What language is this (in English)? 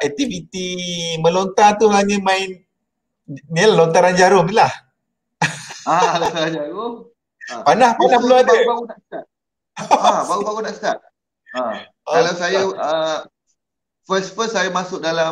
Malay